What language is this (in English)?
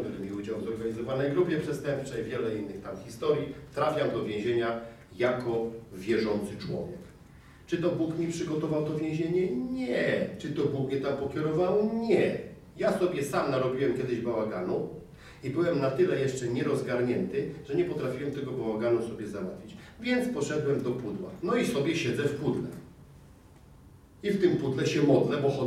Polish